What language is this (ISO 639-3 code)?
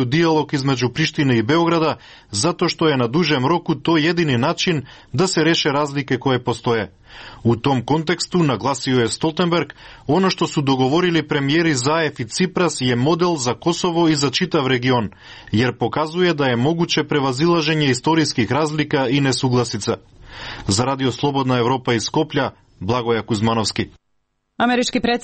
srp